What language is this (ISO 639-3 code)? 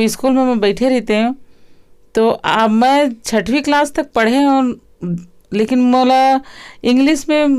hne